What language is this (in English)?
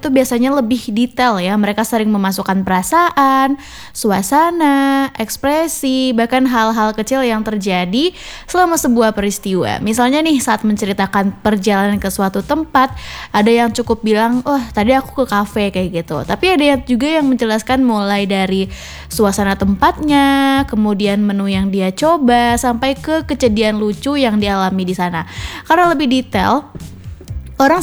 Indonesian